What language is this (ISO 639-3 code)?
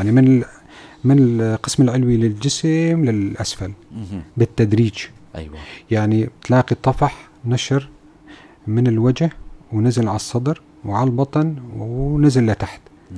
apc